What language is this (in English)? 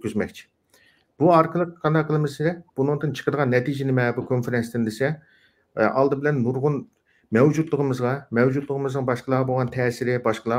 Uyghur